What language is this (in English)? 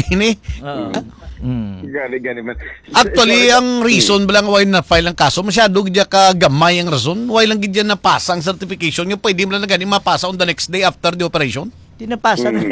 Hiligaynon